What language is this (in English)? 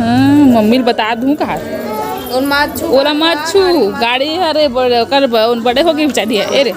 Chhattisgarhi